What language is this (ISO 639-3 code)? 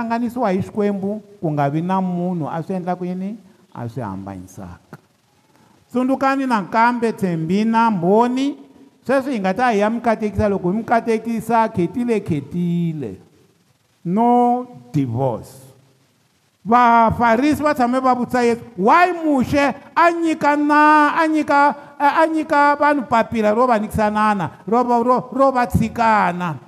tso